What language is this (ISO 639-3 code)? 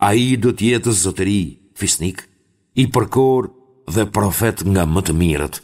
sqi